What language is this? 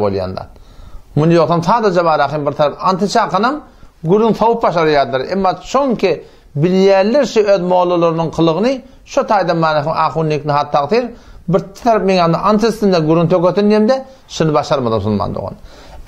Turkmen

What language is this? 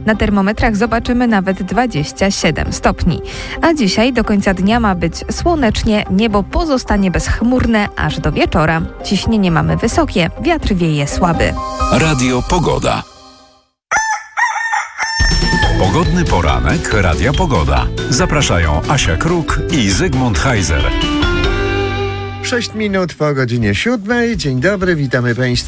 Polish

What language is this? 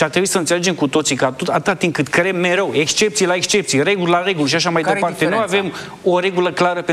Romanian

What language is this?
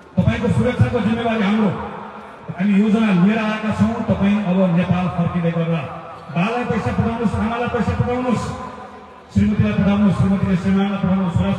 Nepali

